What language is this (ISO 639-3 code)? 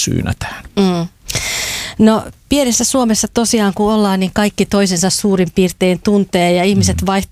fin